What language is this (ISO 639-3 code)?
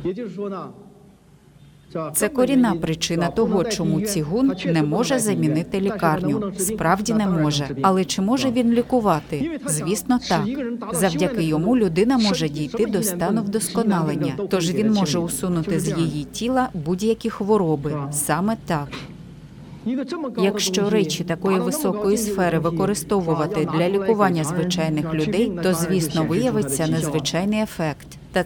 ukr